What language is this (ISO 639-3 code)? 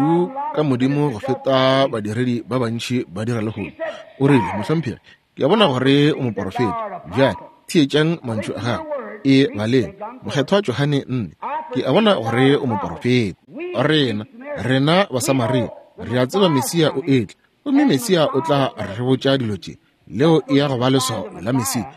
nso